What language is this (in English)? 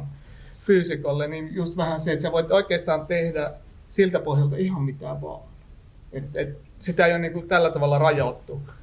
Finnish